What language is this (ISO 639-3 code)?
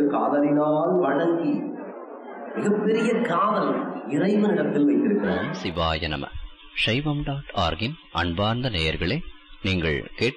tam